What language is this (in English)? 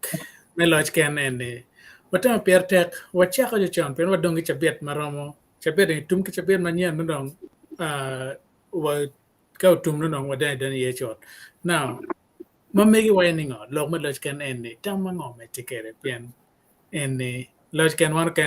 Acoli